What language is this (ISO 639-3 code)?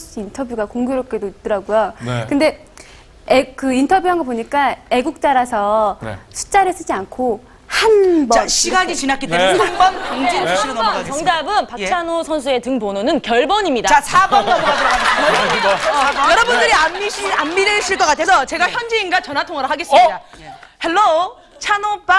kor